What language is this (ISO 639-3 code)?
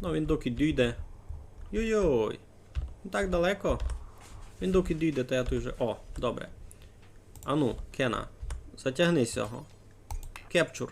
rue